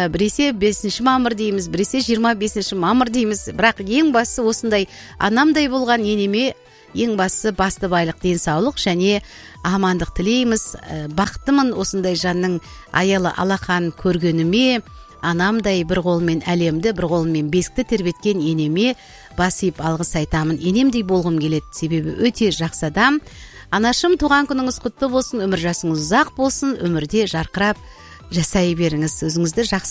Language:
Kazakh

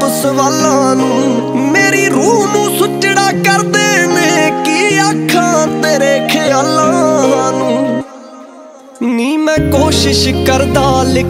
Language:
Punjabi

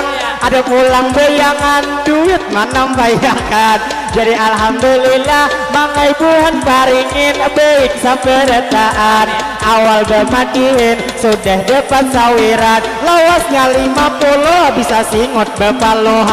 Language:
Banjar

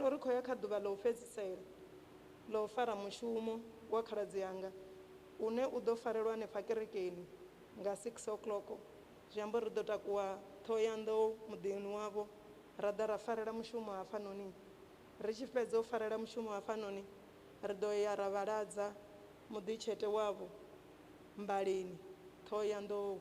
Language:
Venda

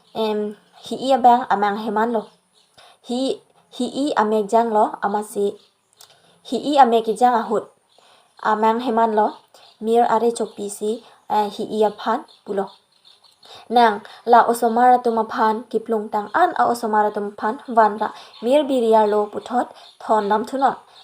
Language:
Karbi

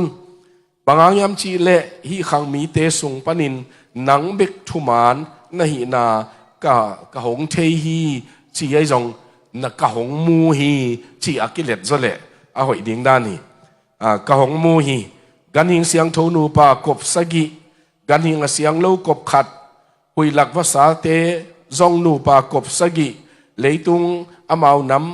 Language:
Tedim Chin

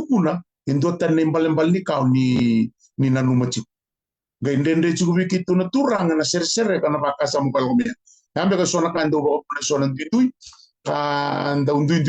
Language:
Fijian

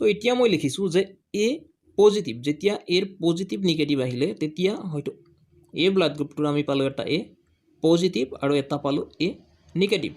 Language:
Assamese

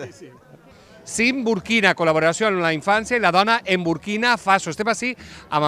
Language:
Catalan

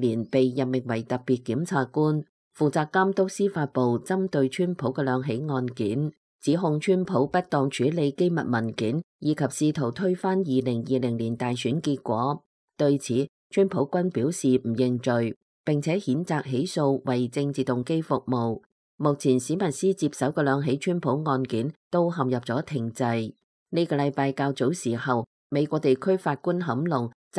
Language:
Cantonese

